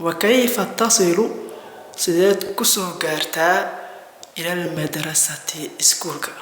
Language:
Somali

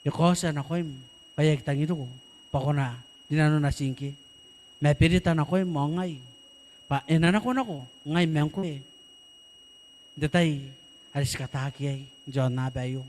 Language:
Gilbertese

